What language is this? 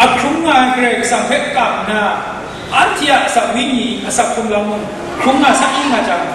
Kachin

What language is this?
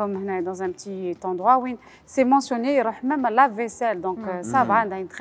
Algerian Arabic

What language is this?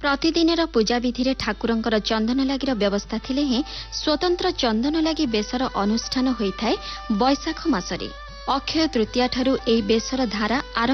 Odia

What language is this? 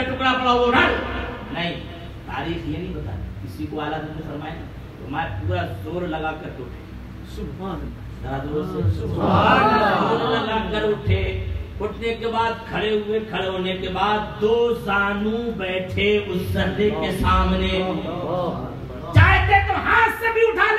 Urdu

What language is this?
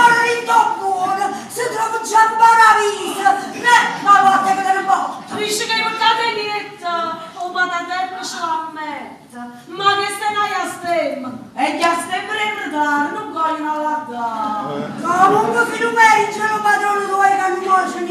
Neapolitan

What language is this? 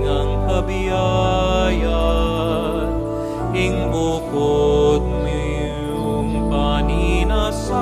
Pampanga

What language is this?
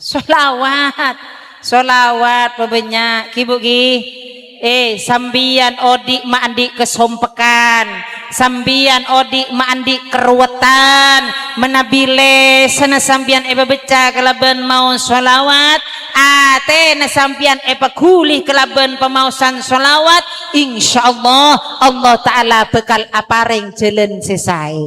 Madurese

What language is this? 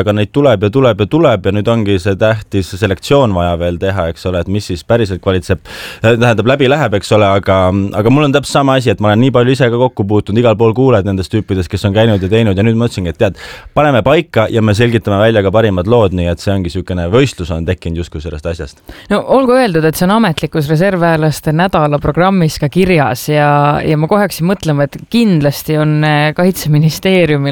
Estonian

